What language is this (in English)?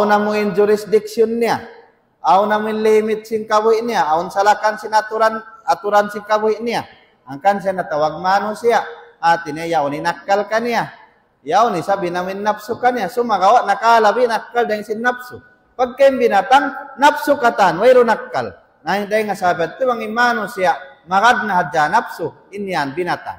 Tausug